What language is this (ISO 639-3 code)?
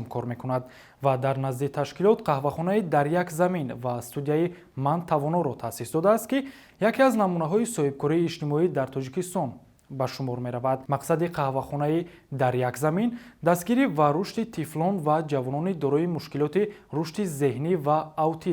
tgk